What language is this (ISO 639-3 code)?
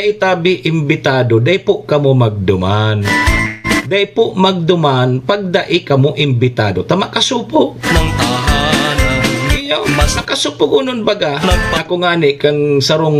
bik